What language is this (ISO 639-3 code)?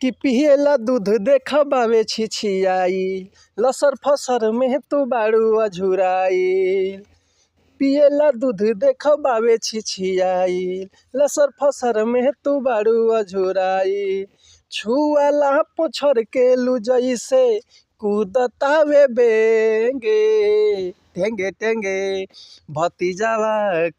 bho